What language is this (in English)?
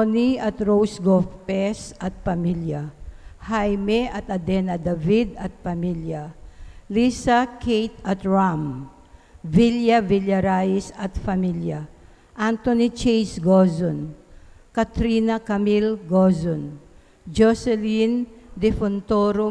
Pampanga